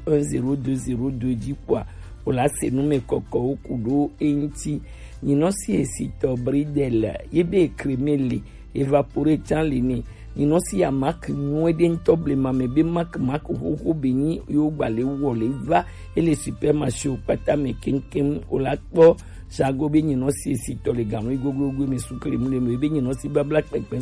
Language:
Gen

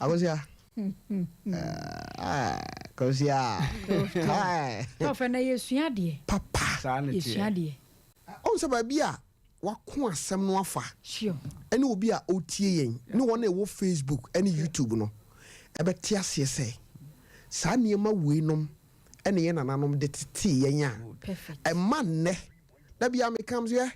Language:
Akan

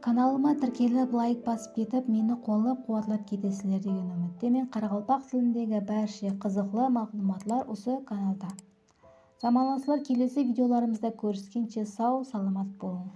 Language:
Kara-Kalpak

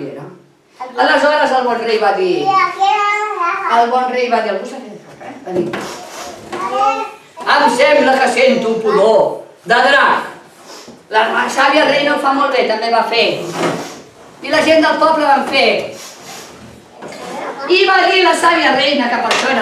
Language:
Catalan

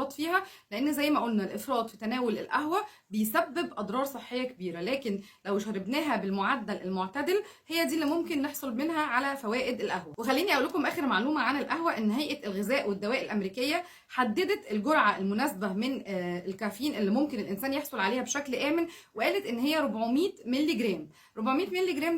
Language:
Egyptian Arabic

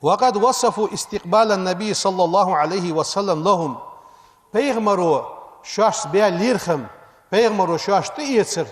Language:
Ingush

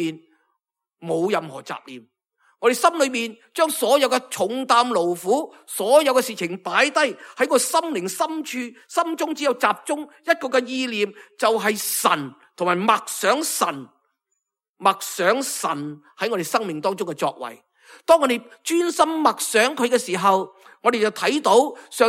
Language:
Cantonese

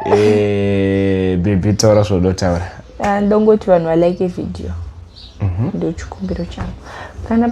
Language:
Shona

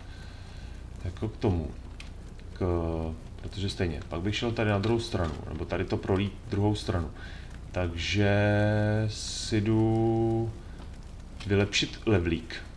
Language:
Czech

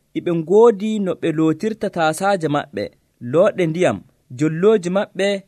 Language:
Nigerian Fulfulde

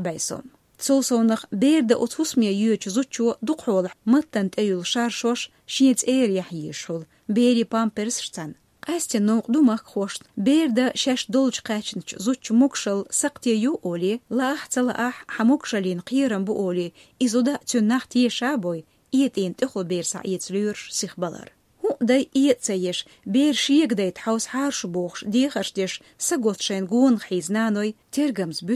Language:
Chechen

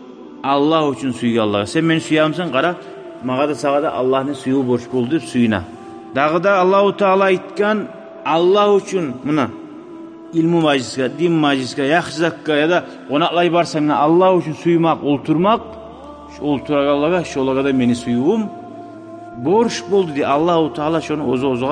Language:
Kumyk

